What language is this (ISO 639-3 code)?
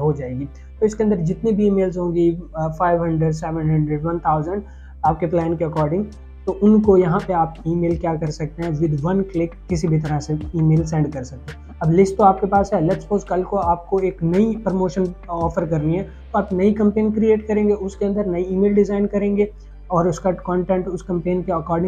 hin